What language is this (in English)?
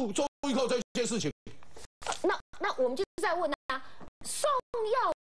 Chinese